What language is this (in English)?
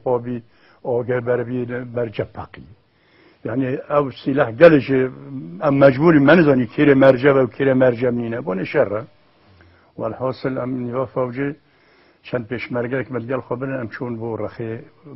Kurdish